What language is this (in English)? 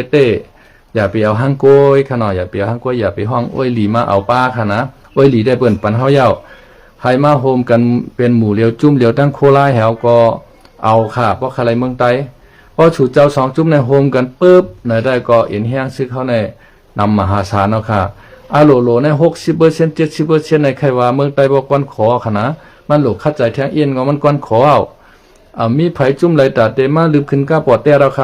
Shan